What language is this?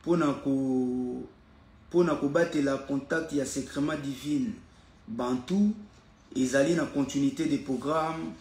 Lingala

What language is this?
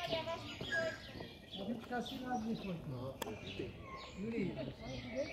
Czech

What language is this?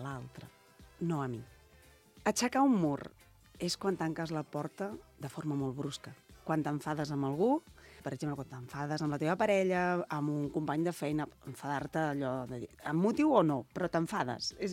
Catalan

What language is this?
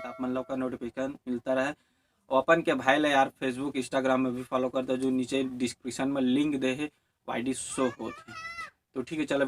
Chhattisgarhi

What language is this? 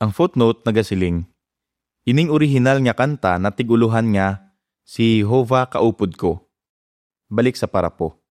Hiligaynon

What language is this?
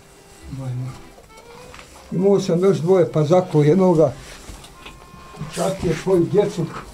Bosnian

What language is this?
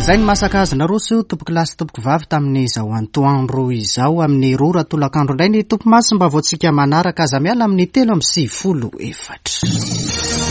Malagasy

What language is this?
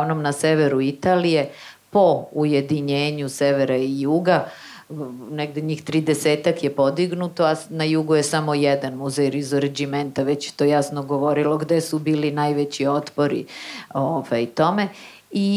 Serbian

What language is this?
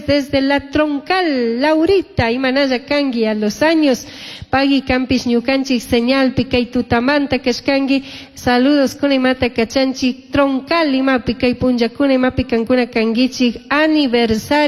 Chimborazo Highland Quichua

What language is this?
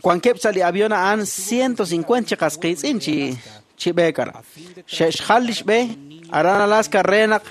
Kekchí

